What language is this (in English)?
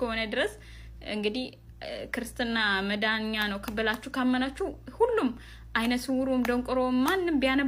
Amharic